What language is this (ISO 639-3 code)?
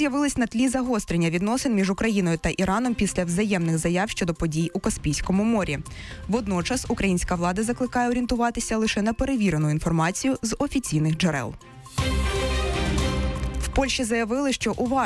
ukr